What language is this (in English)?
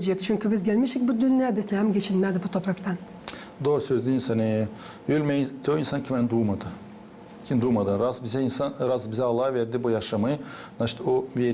Gagauz